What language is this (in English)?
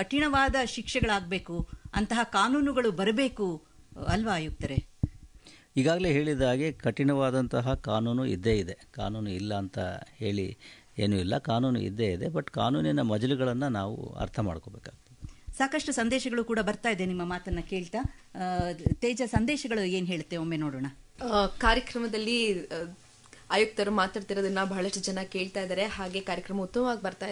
Kannada